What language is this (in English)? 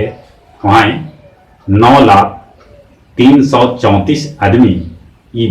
Magahi